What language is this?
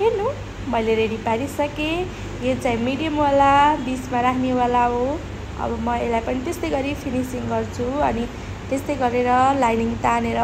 Nepali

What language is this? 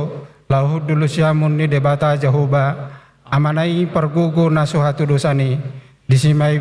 Batak Toba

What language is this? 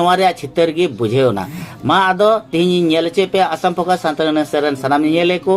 Santali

